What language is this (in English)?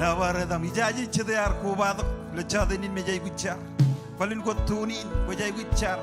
Marshallese